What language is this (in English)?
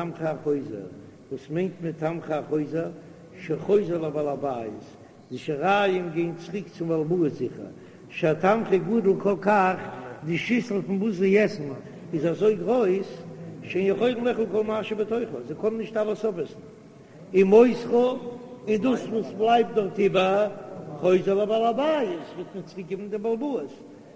Yiddish